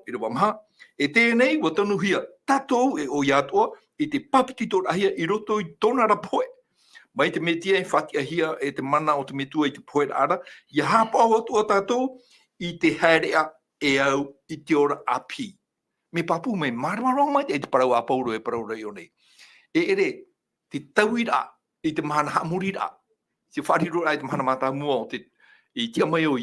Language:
Tahitian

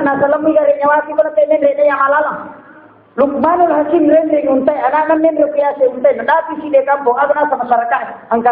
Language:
Buginese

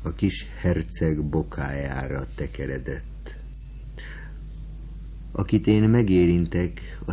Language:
Hungarian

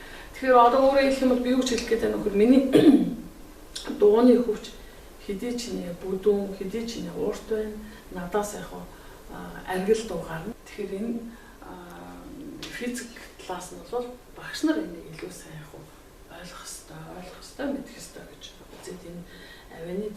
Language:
Mongolian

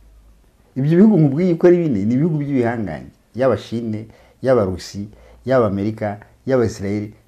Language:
Kinyarwanda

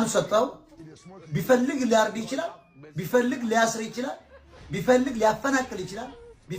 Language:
Amharic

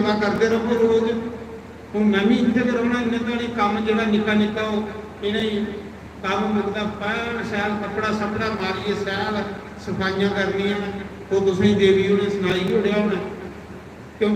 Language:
Dogri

